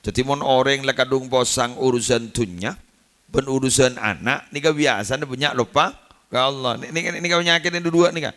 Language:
Madurese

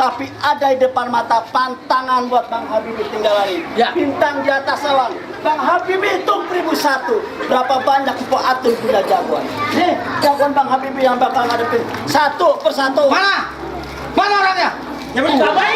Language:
Betawi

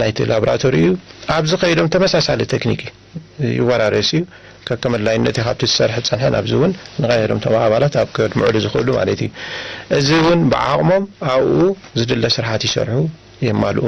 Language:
Tigrinya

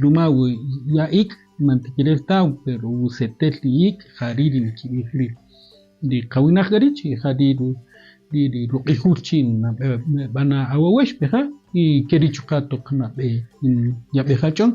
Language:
Kaqchikel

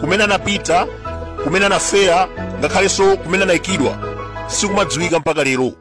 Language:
Nyanja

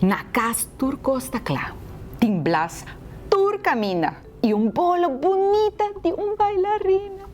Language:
Papiamento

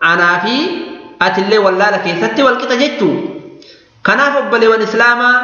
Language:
Oromo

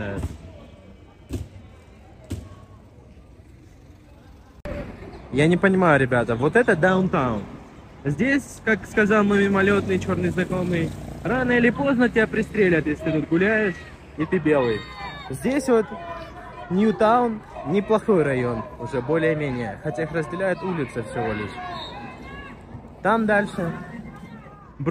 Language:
Russian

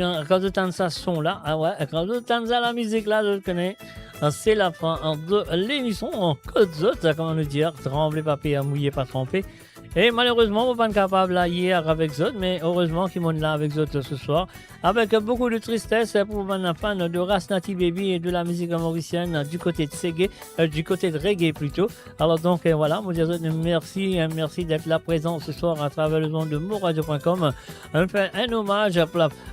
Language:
Morisyen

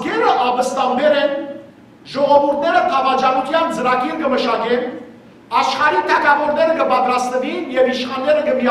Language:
Western Armenian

